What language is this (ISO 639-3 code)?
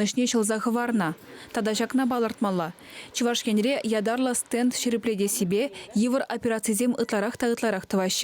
chv